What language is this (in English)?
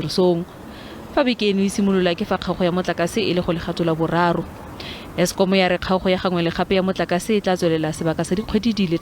Tswana